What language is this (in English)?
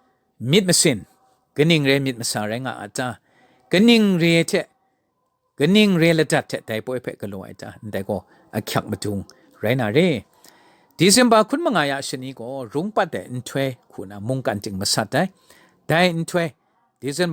Kachin